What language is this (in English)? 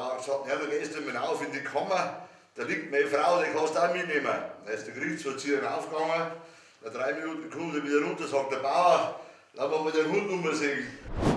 Bavarian